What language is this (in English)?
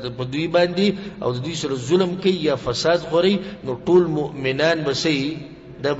Pashto